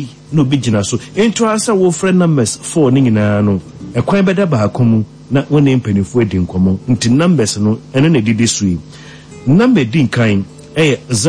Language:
Akan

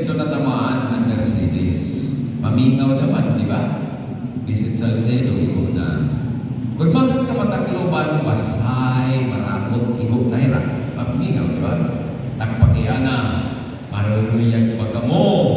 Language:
Waray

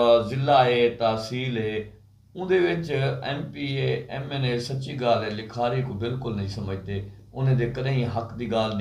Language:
Saraiki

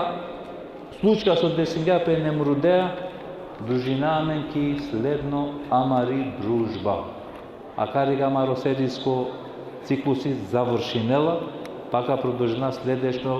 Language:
Balkan Romani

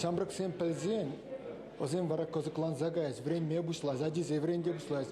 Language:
Chuvash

